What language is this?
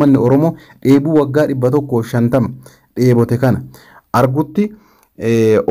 Oromo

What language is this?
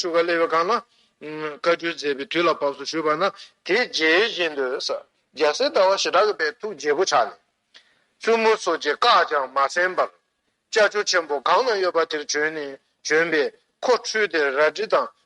Tibetan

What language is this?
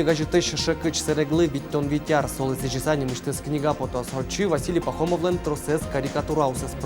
Udmurt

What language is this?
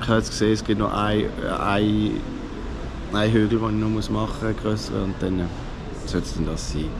Swiss German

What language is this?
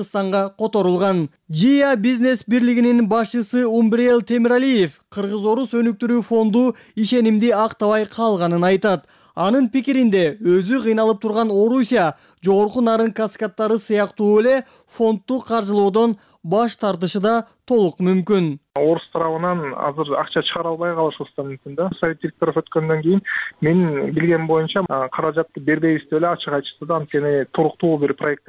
Kyrgyz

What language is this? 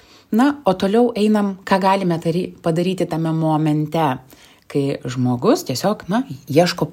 Lithuanian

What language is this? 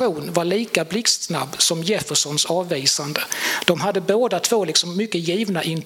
Swedish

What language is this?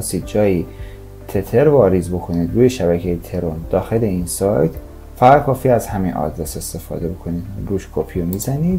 Persian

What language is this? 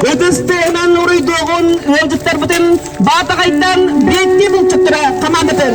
Yakut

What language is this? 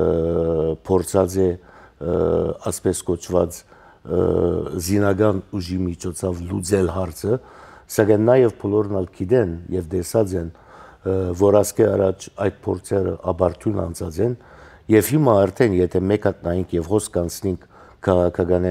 Armenian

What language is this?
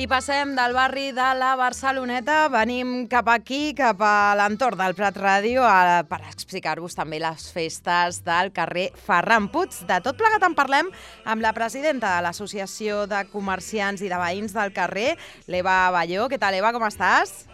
Catalan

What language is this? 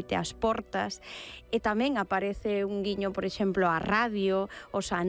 Galician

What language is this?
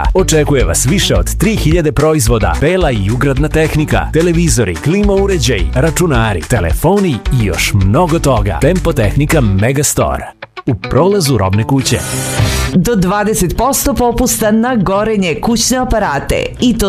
Serbian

